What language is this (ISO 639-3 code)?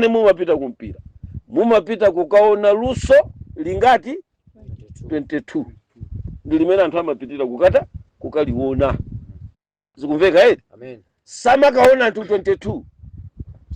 nya